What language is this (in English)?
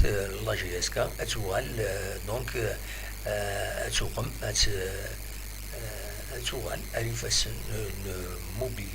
Kabyle